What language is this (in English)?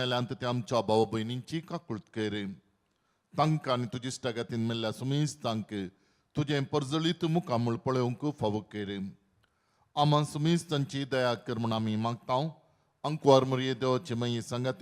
Konkani